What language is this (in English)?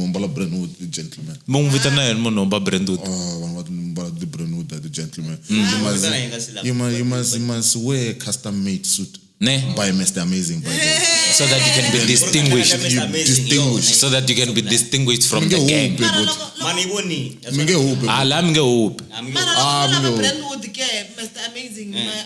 Tsonga